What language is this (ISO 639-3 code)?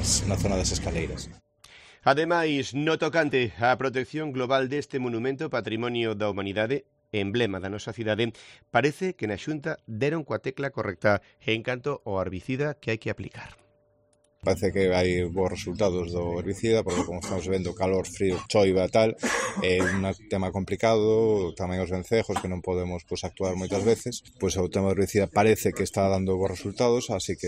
glg